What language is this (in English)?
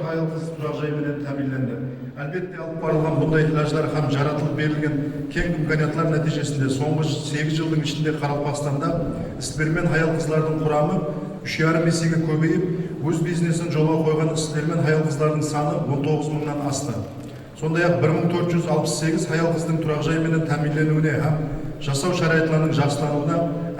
Kara-Kalpak